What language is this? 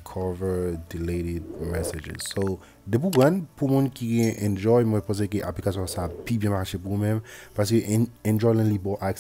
Haitian Creole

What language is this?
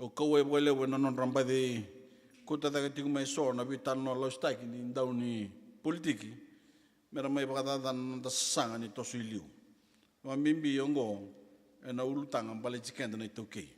Fijian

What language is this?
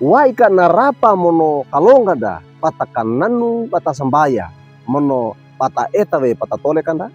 Wejewa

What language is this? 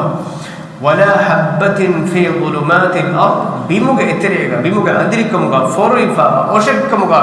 Divehi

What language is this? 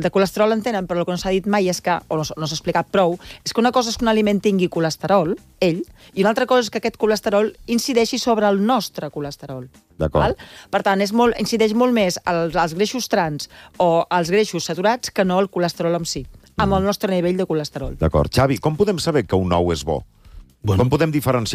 Catalan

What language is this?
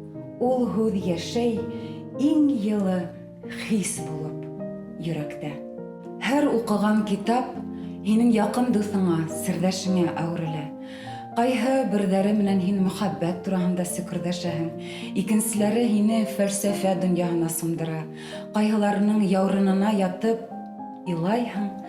Bashkir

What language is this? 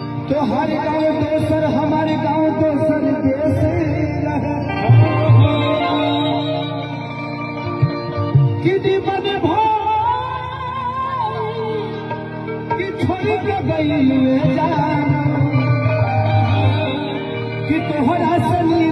Bhojpuri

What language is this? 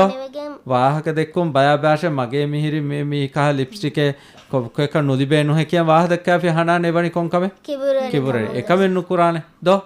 Divehi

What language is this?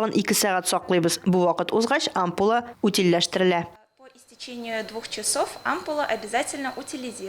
Tatar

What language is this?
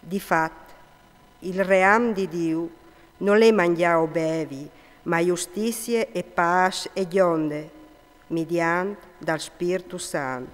Friulian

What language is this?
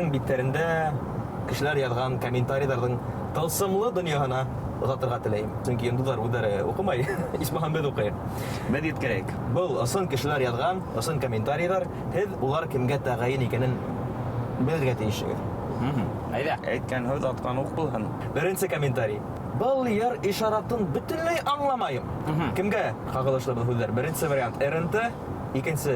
Bashkir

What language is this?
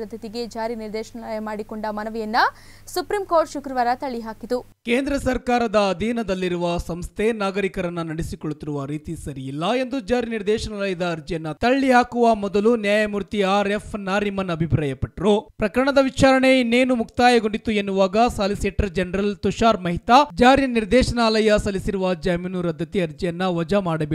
Kannada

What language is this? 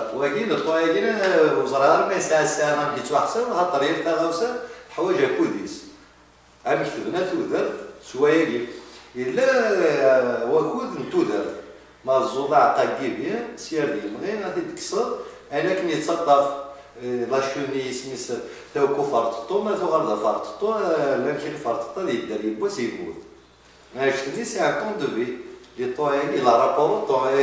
Kabyle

